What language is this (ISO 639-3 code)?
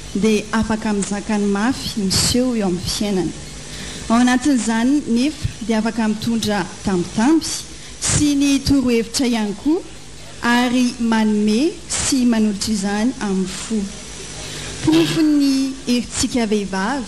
mlg